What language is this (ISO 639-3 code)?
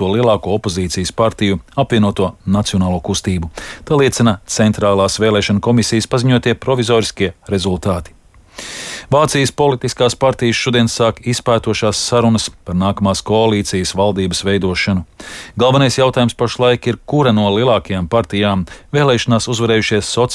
lav